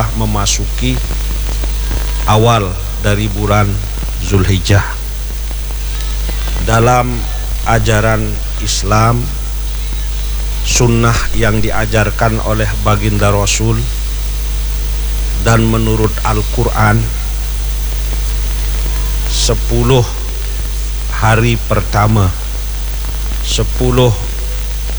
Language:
Indonesian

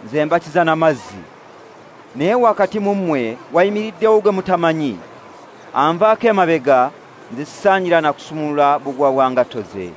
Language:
Ganda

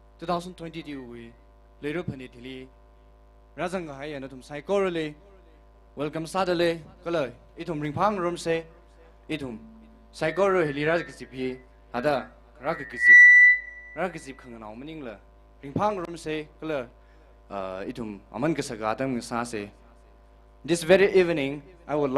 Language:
Tangkhul Naga (India)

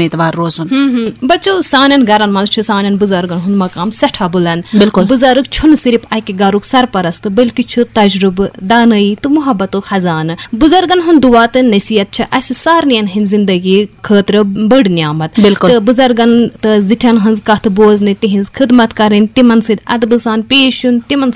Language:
Kashmiri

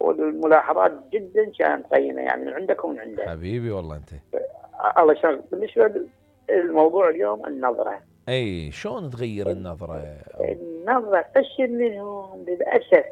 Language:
Mesopotamian Arabic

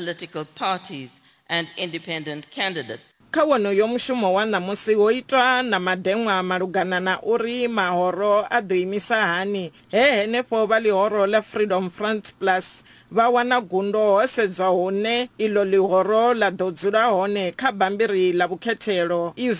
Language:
Venda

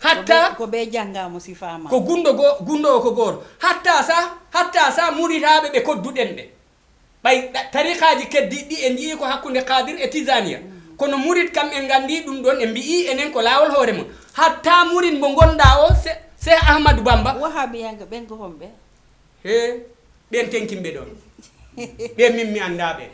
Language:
Fula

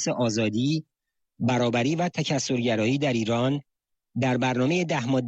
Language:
Persian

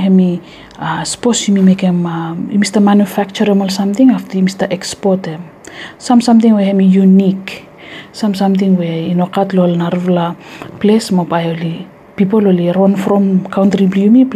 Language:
Bislama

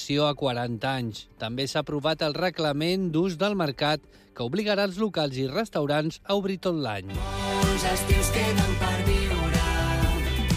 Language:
Catalan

